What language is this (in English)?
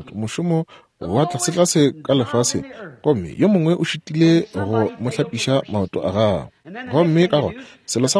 Northern Sotho